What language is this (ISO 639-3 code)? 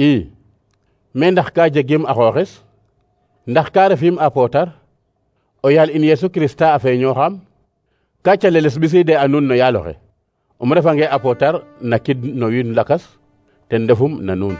srr